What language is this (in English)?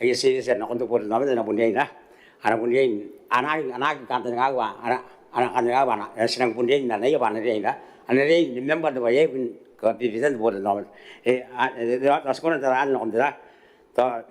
Gilbertese